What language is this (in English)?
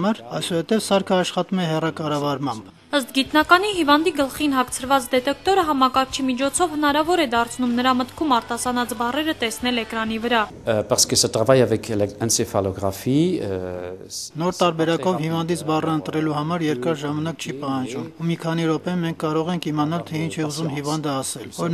Armenian